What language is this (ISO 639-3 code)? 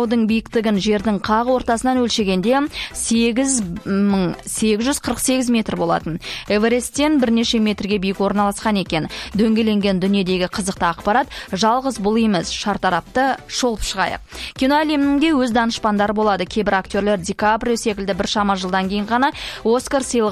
kaz